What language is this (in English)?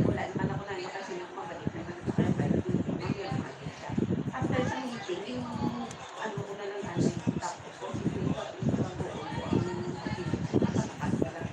Hiligaynon